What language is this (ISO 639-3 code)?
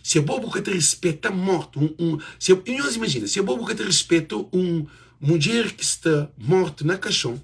kea